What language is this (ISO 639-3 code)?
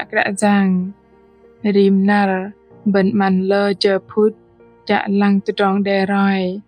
bdq